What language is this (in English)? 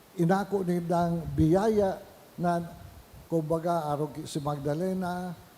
Bikol